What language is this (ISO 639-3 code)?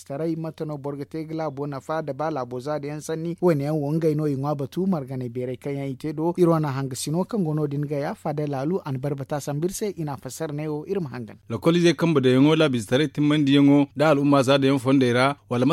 dje